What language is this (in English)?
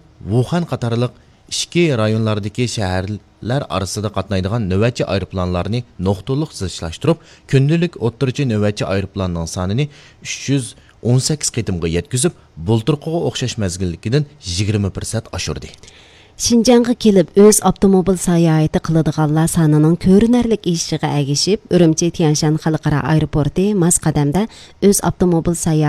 Uyghur